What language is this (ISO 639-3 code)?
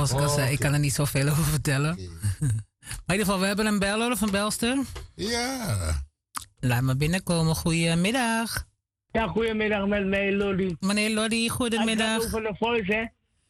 nld